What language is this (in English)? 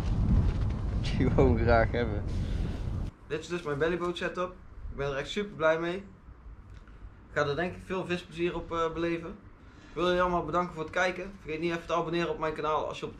Dutch